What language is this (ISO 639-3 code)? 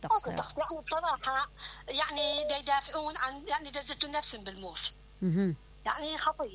acm